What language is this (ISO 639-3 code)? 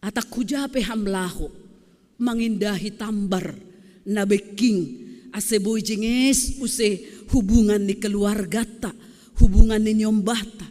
bts